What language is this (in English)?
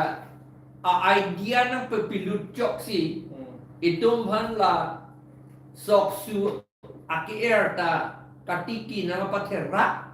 Karbi